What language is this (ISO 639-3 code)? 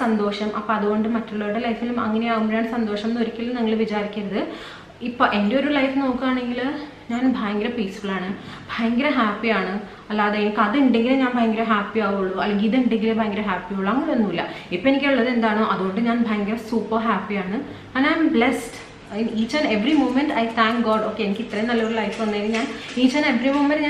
mal